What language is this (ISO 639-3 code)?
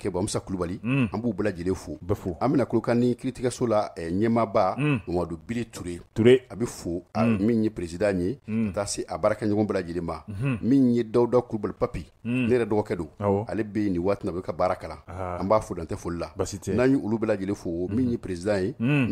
bam